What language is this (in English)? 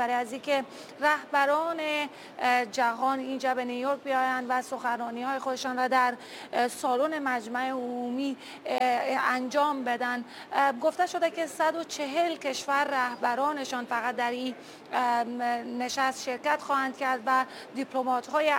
Persian